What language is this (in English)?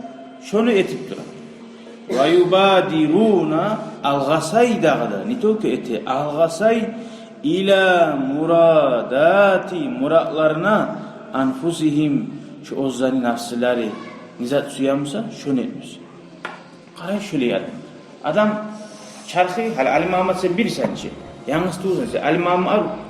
Kumyk